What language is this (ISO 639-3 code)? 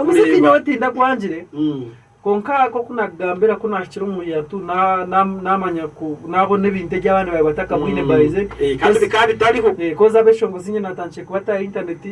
nyn